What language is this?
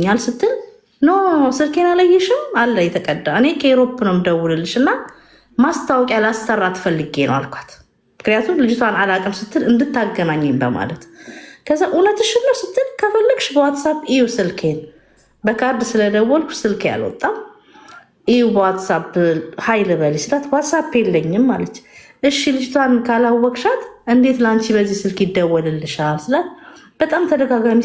Amharic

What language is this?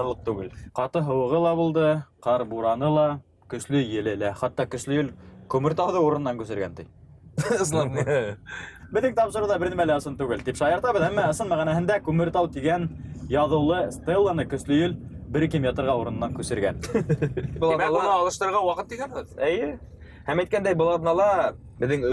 Bashkir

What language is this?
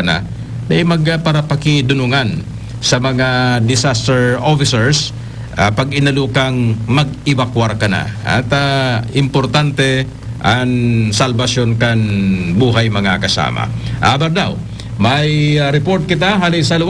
Bikol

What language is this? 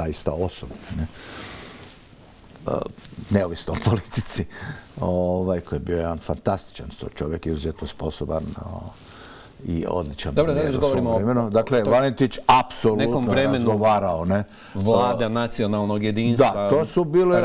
Croatian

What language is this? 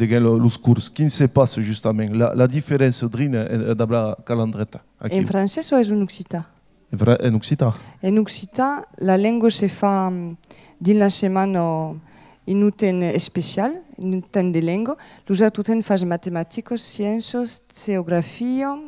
Occitan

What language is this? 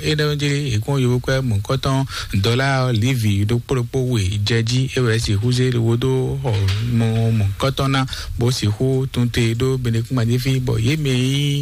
Fon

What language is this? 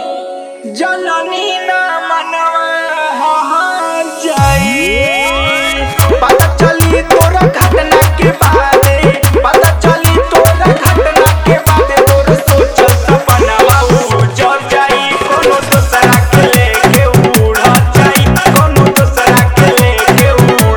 Bhojpuri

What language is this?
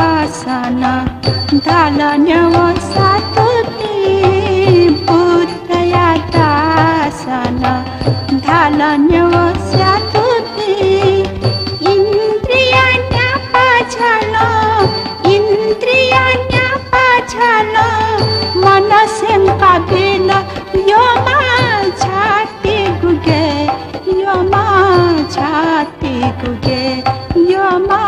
Newari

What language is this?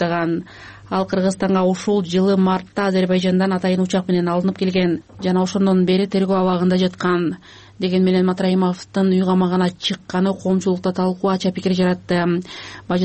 Kyrgyz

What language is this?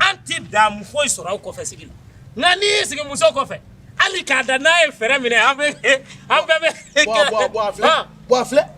Bambara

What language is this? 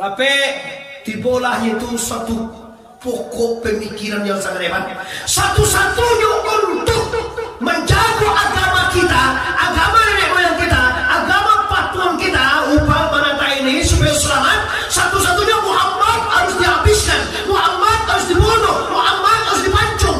Minangkabau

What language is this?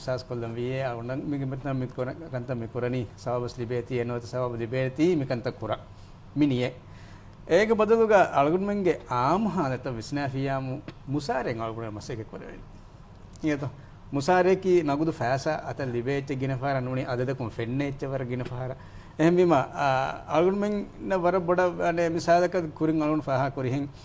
Divehi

